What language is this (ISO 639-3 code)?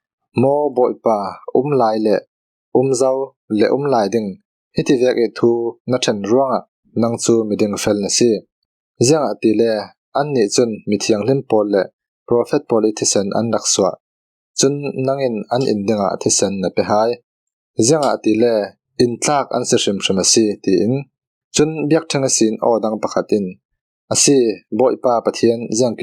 cfm